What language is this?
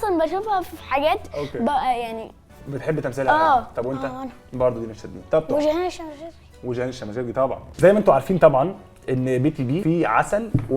Egyptian Arabic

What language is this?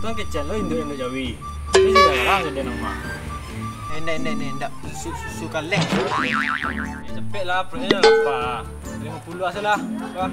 Minangkabau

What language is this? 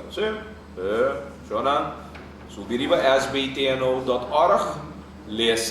Papiamento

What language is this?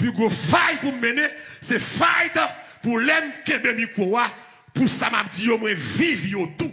Haitian Creole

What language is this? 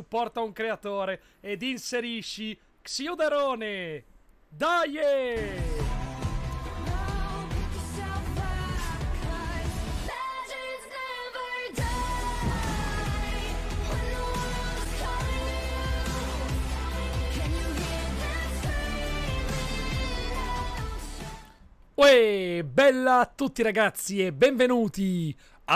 Italian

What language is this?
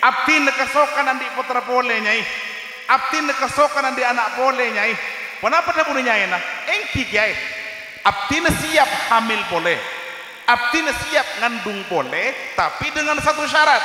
Madurese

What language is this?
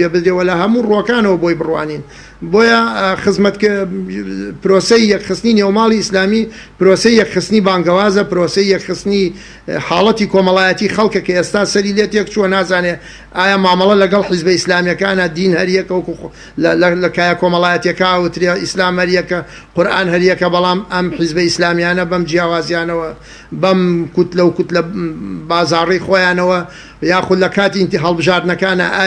Central Kurdish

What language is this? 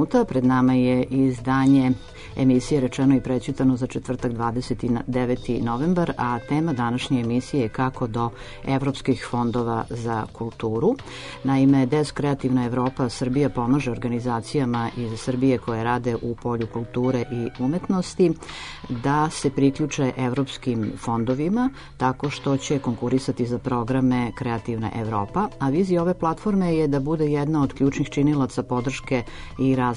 Serbian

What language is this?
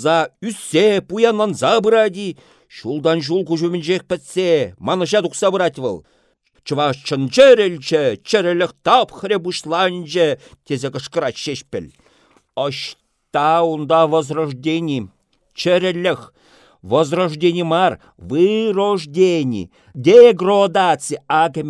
Chuvash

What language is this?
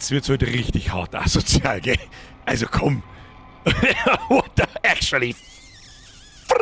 Bavarian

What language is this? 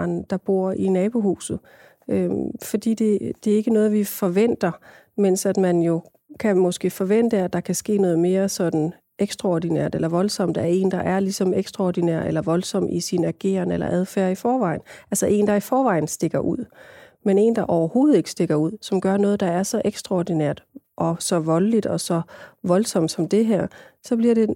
Danish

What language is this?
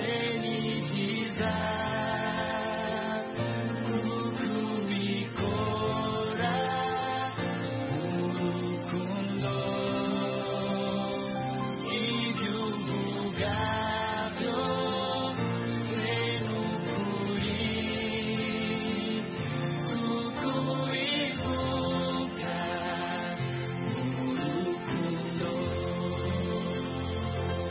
Kinyarwanda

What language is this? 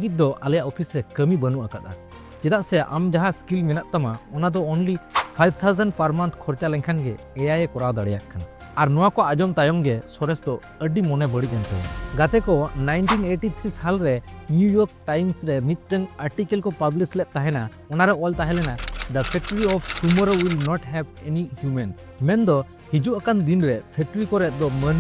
Santali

